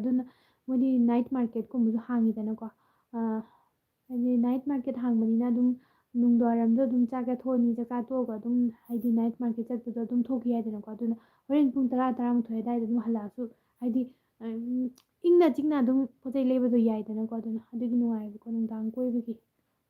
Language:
Manipuri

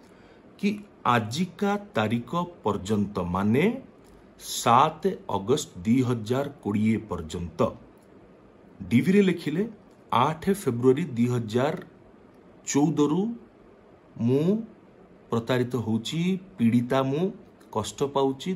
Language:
Odia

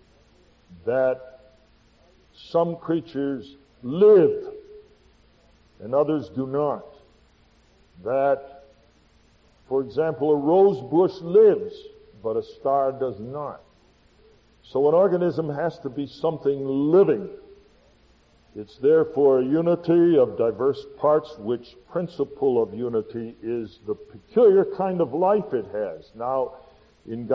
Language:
English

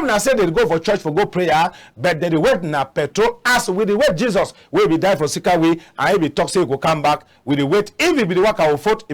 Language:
Cameroon Pidgin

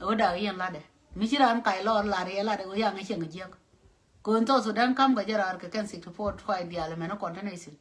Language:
Nuer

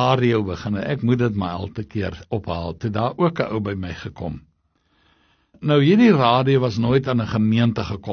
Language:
Afrikaans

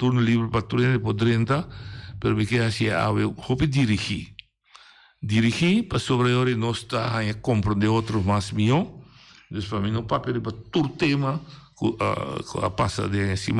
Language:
Papiamento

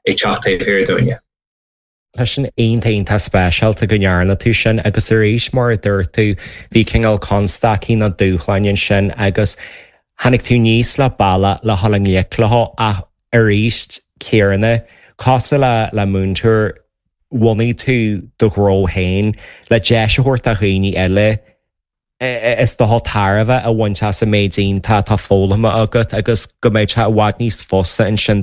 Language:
Irish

